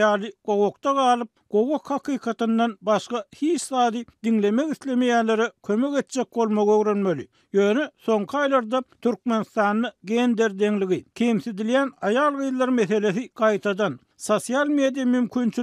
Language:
Turkmen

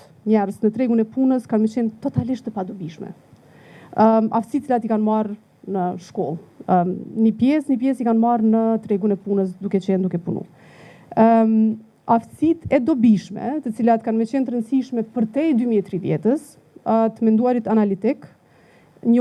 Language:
Albanian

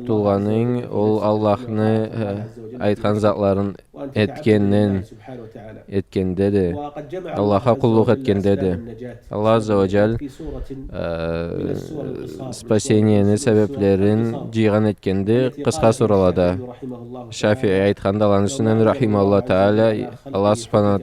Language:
Karachay-Balkar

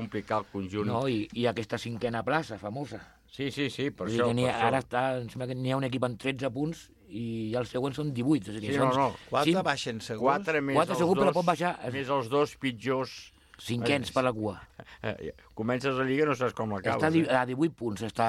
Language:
Catalan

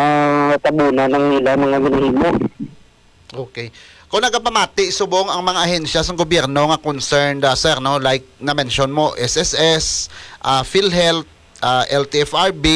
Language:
Hiligaynon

